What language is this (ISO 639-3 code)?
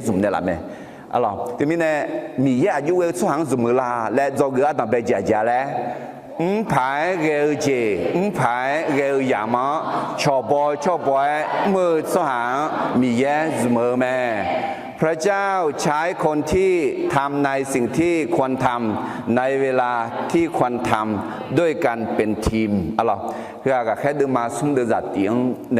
ahk